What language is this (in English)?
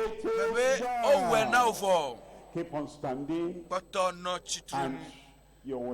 Ewe